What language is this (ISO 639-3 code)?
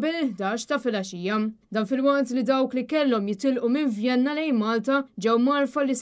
mlt